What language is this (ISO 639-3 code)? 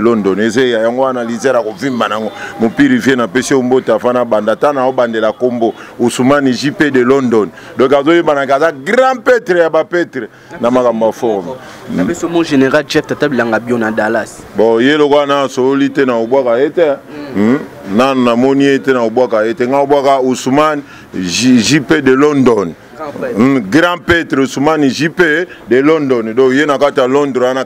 lin